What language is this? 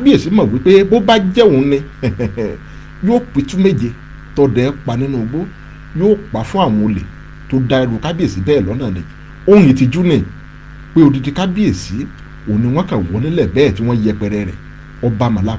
Yoruba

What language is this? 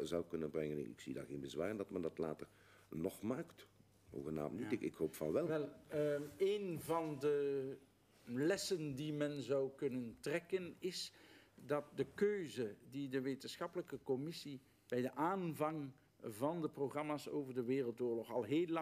Dutch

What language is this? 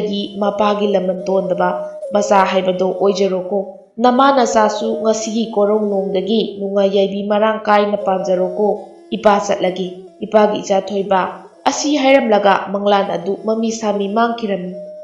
Manipuri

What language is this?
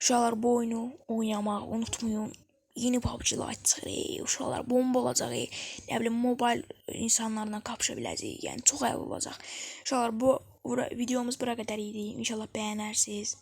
Azerbaijani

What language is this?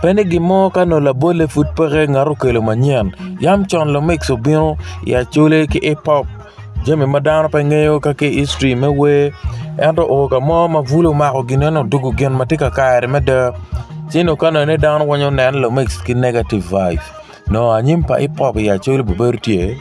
Acoli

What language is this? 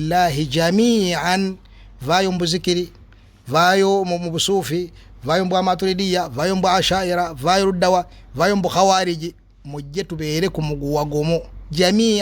Ganda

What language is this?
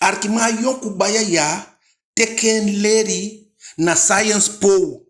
Eastern Maroon Creole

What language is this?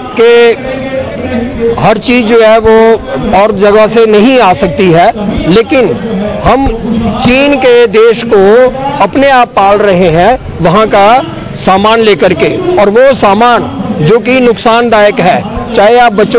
Hindi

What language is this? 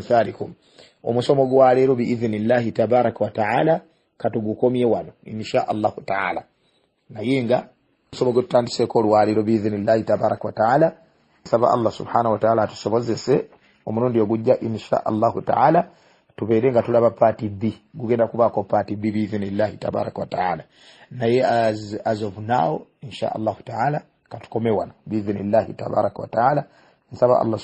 Ganda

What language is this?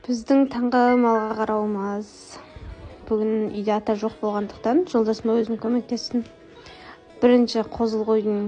Kazakh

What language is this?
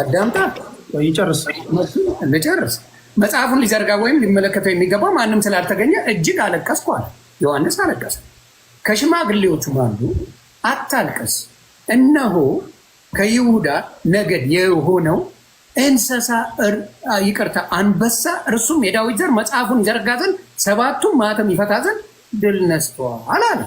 Amharic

